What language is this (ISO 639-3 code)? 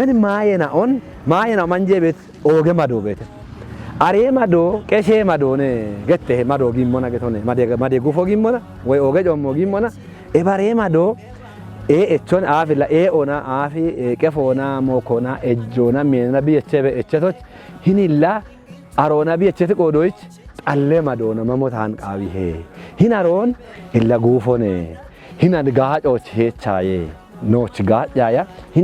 kbr